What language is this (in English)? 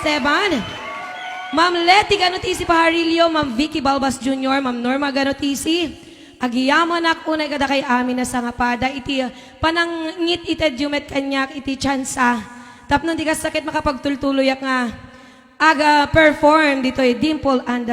Iloko